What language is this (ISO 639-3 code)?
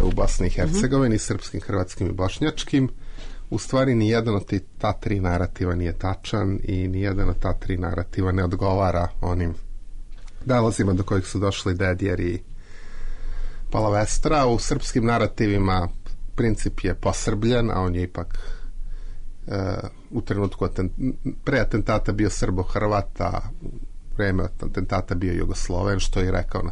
srp